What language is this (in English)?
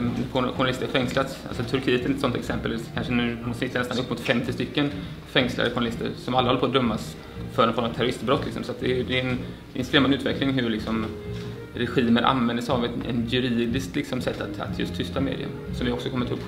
Swedish